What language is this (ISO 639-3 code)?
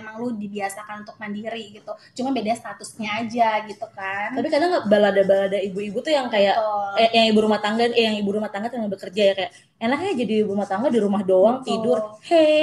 ind